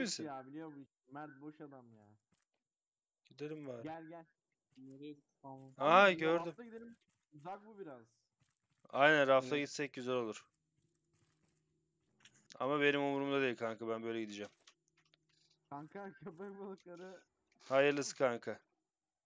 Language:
Turkish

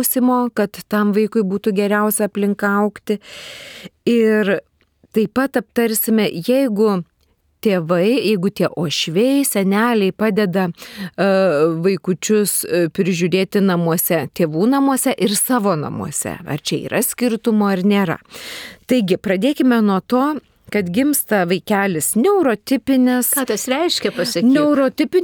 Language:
Lithuanian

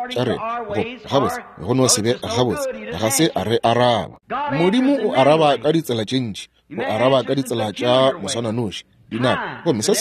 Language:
Northern Sotho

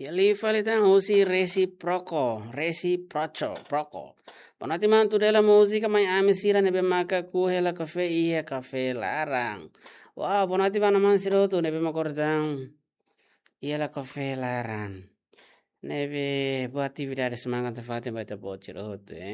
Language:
Tetum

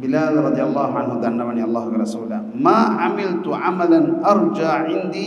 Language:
Divehi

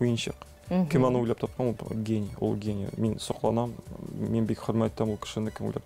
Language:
Tatar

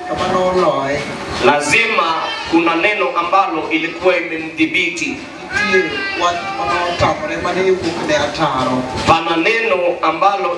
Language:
Luo (Kenya and Tanzania)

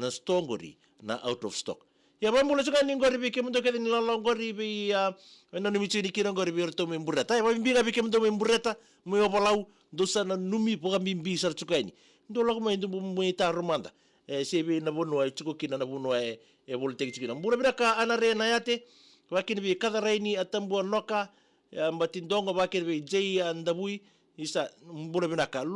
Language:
Fijian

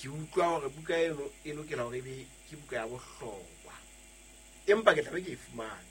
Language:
Southern Sotho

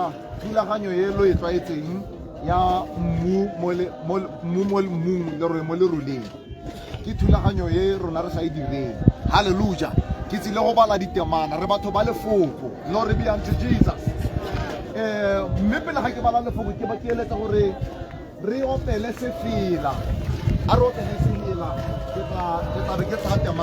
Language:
Tswana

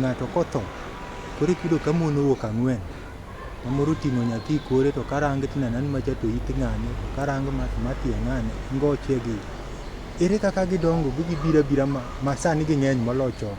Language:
Luo (Kenya and Tanzania)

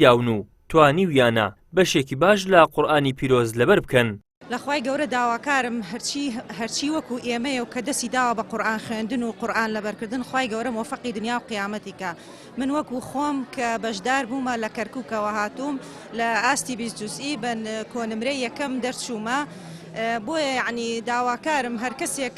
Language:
Central Kurdish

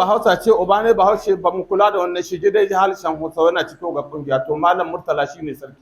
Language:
Hausa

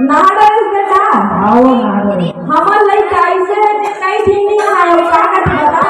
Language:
Chhattisgarhi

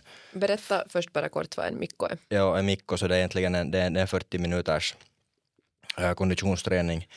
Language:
Swedish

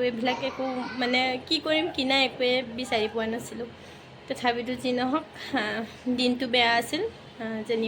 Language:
Assamese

